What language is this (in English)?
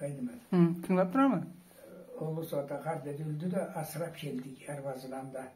Karachay-Balkar